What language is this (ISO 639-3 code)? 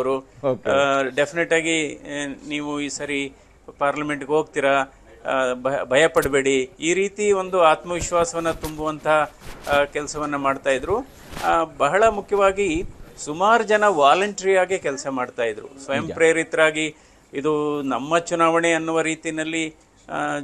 kan